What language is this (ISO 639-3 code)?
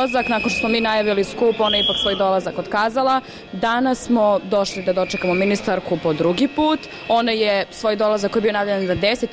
bos